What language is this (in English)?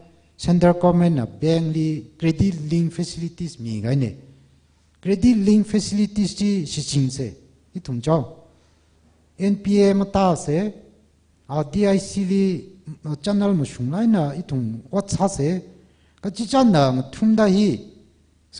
Tangkhul Naga (India)